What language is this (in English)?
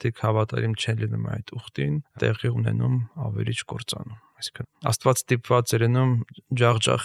Armenian